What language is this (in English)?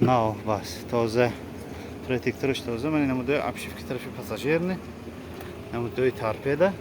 Tajik